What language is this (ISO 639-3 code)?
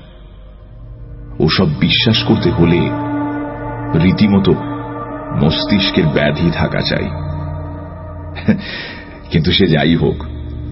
ben